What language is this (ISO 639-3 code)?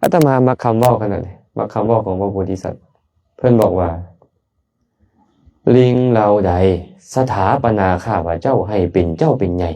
lao